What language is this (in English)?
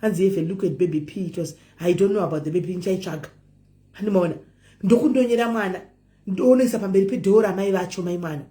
Shona